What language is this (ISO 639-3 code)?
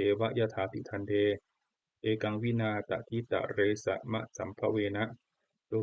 pli